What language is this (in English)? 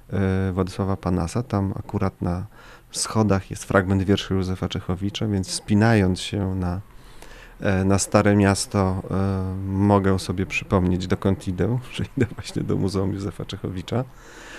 Polish